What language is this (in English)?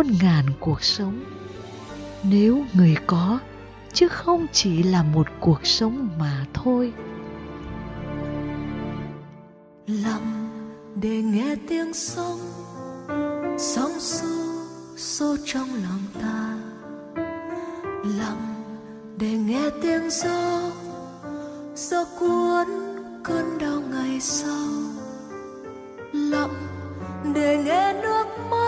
Vietnamese